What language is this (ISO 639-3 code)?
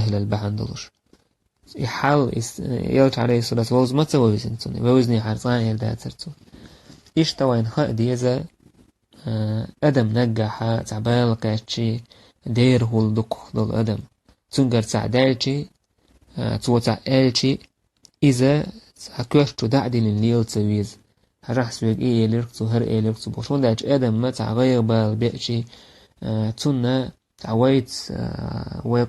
che